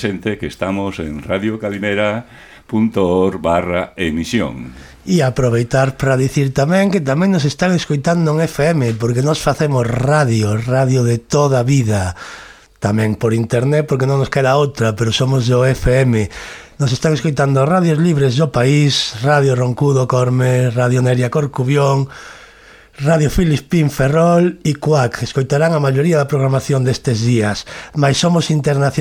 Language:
Galician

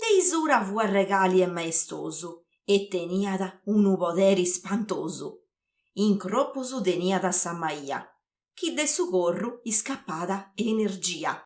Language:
Sardinian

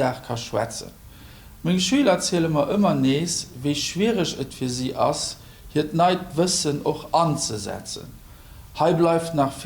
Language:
Luxembourgish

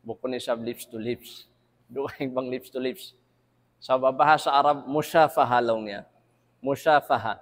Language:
Tausug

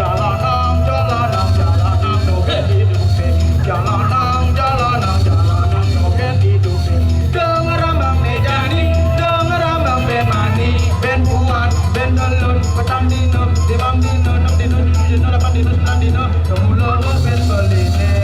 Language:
Balinese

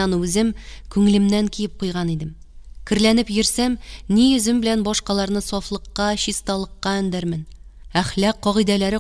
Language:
Tatar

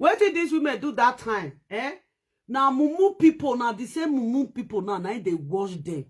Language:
Nigerian Pidgin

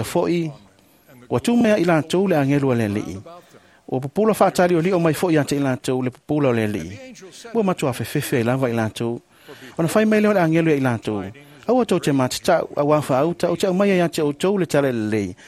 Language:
Samoan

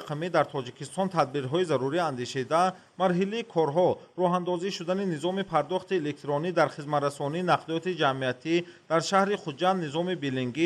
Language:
Tajik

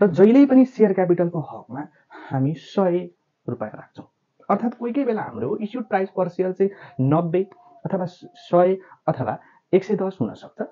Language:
Nepali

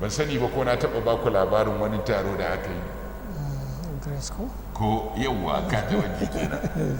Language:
Hausa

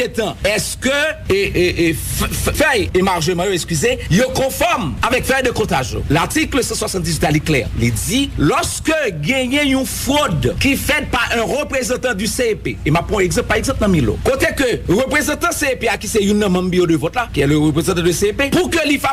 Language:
Haitian Creole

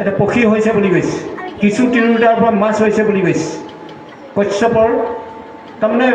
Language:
Assamese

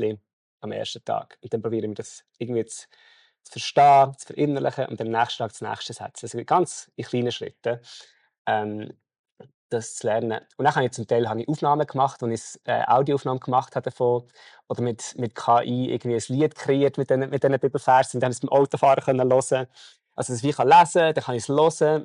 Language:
Swiss German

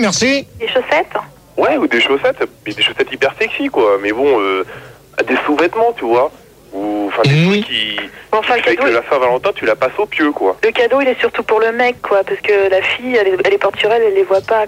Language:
French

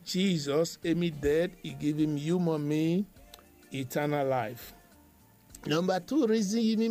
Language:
Bislama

